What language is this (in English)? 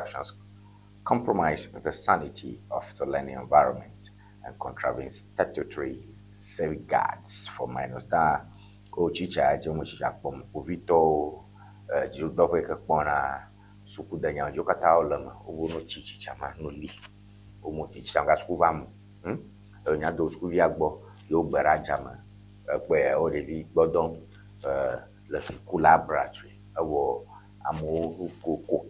Ewe